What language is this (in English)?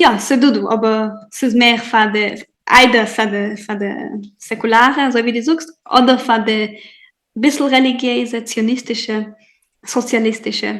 Yiddish